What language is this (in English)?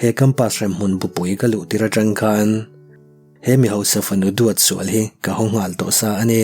Mizo